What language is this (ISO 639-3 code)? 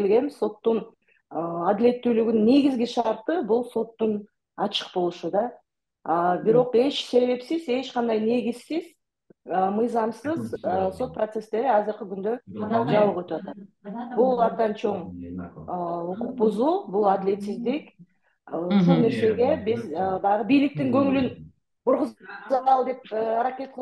kir